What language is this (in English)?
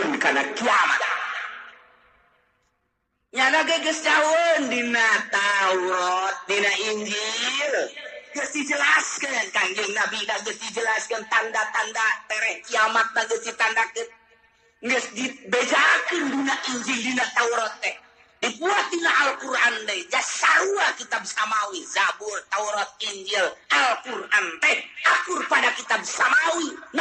Sundanese